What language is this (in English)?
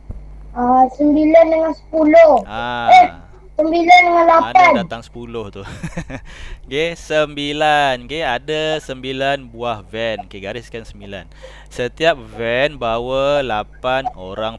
Malay